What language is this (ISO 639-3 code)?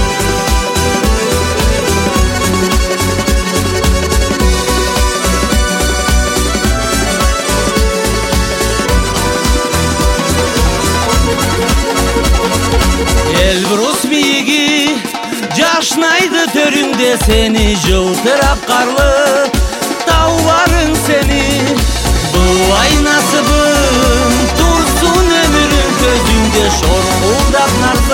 kaz